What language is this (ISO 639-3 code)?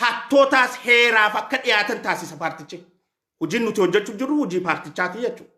orm